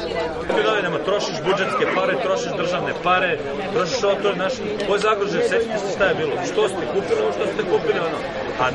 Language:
Serbian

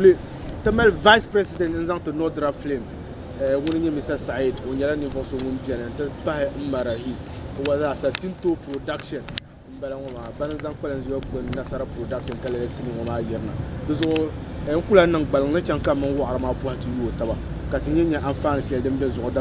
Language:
Dagbani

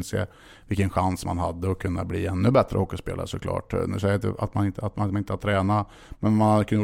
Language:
Swedish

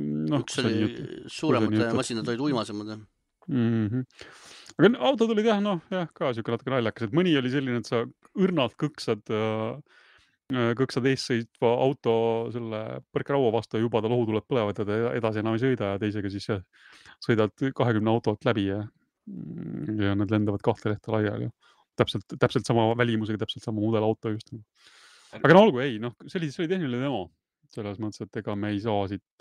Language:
Estonian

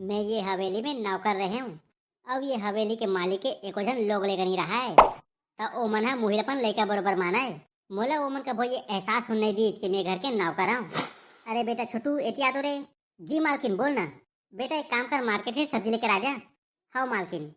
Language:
Chhattisgarhi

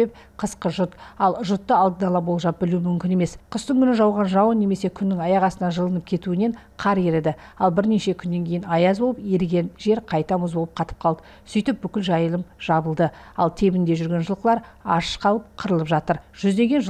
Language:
Kazakh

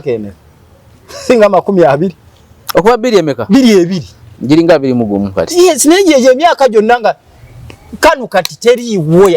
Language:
Ganda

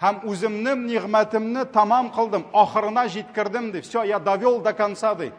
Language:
Tatar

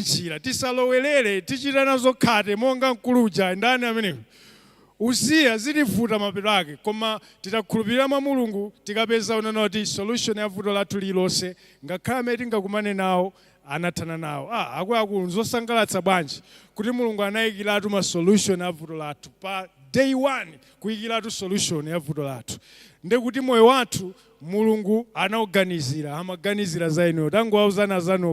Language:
Nyanja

